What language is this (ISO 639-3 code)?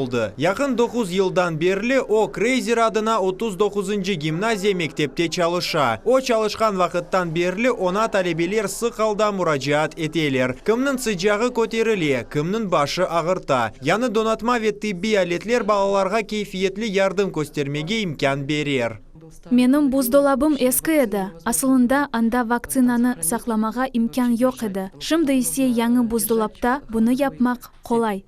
crh